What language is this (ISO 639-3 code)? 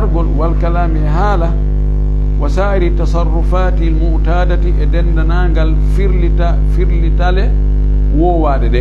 fuf